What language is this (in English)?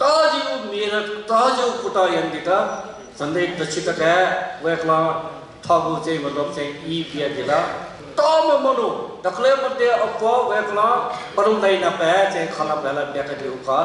Newari